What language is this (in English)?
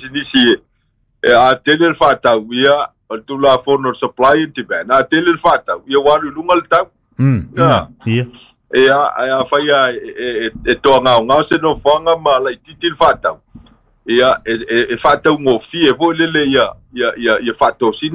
Samoan